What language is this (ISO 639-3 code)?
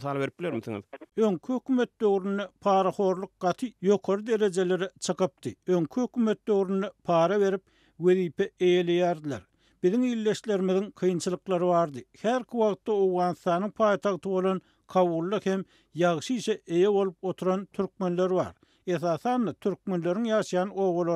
tuk